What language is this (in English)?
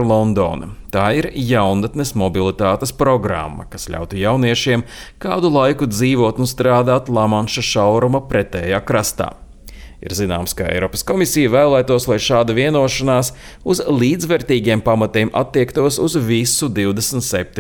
Latvian